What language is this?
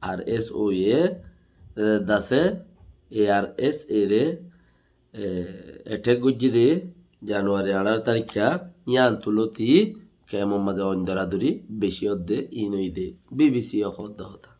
Rohingya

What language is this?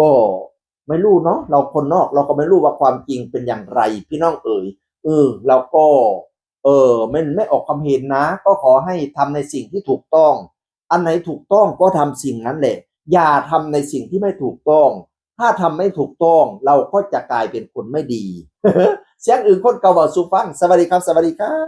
Northeastern Thai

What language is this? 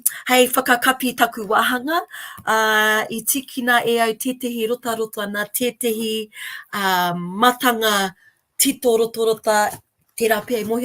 Māori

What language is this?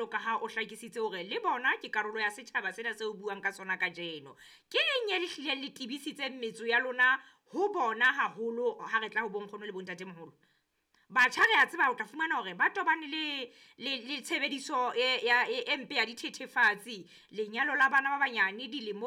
Southern Sotho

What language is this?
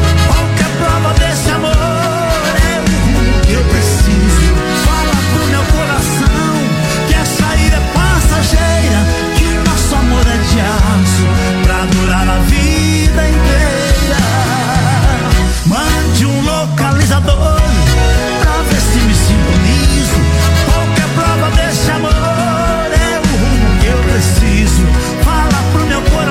Portuguese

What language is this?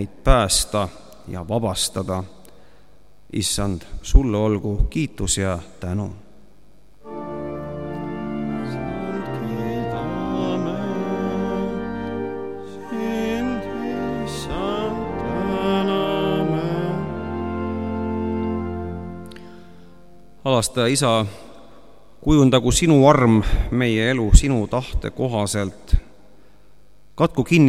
Estonian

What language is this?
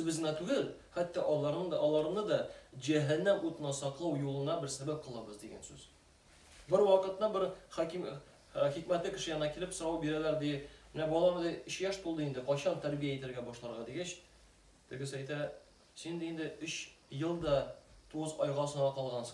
Tatar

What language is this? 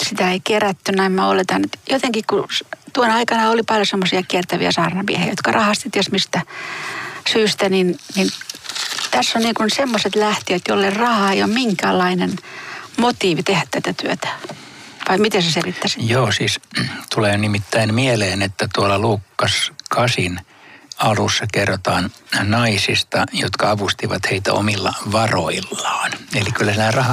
Finnish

